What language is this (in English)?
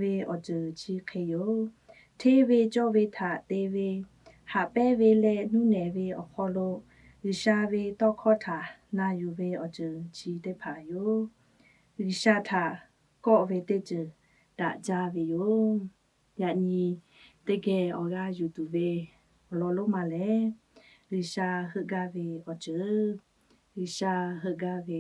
Lahu